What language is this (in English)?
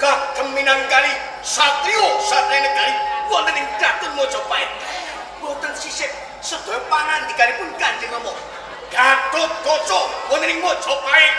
Javanese